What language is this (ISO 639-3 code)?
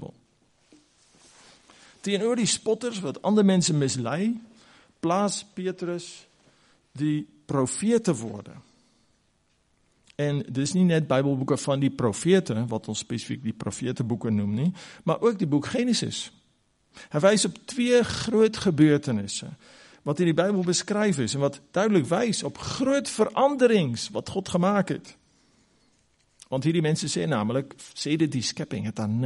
afr